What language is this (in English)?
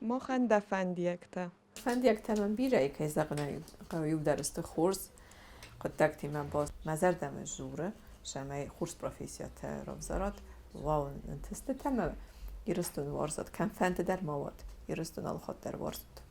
Ossetic